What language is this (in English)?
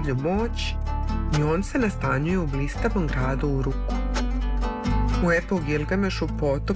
Serbian